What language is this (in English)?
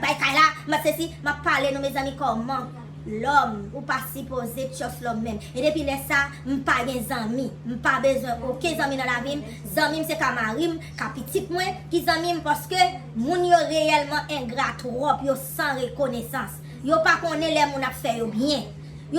Haitian Creole